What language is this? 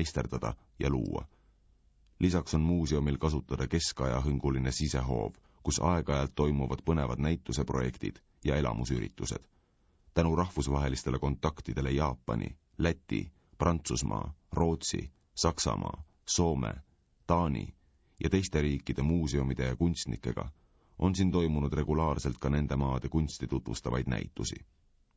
Estonian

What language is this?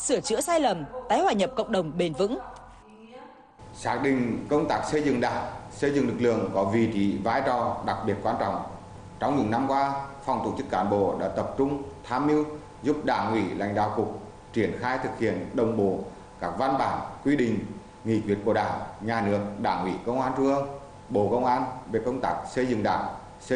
Vietnamese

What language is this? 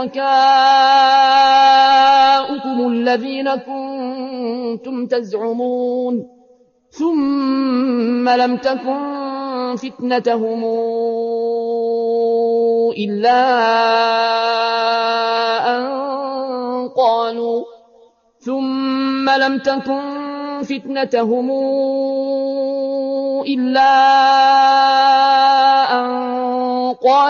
Arabic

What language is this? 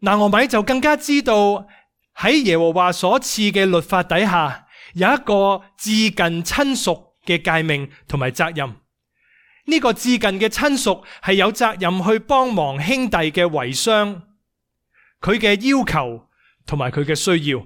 Cantonese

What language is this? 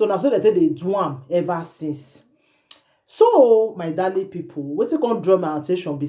Nigerian Pidgin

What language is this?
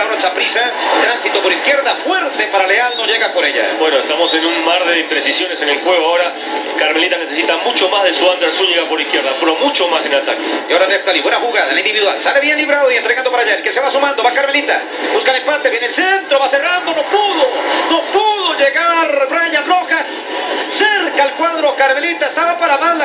Spanish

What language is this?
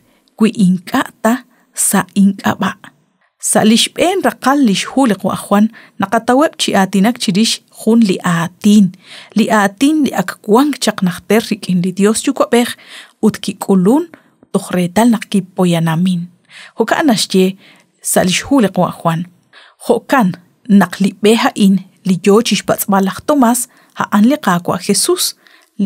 Kekchí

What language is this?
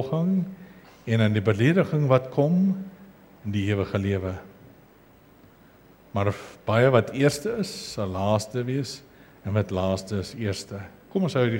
Afrikaans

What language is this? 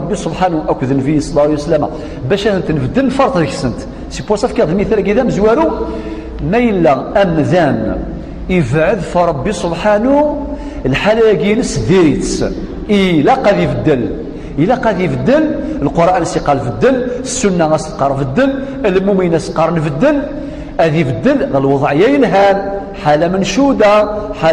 Kabyle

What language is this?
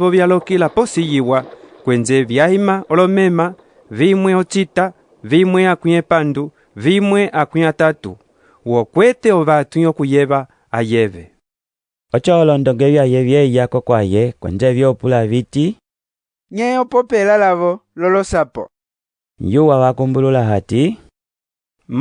Umbundu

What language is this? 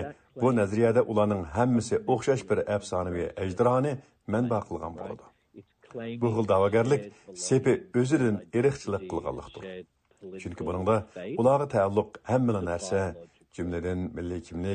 Uyghur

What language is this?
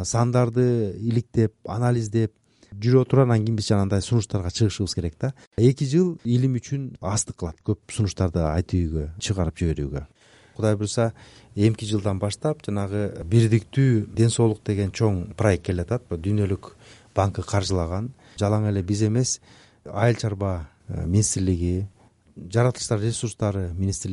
Kyrgyz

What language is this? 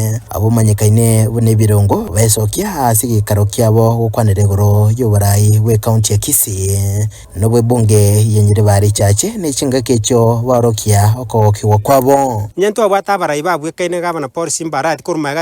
Gusii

